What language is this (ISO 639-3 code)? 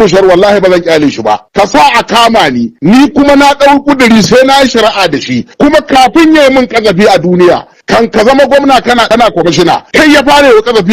hau